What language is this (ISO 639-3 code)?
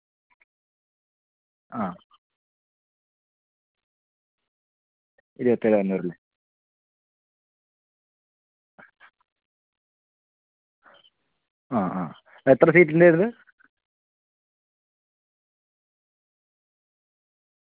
mal